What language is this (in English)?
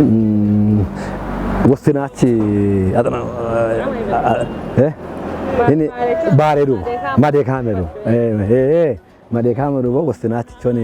Kafa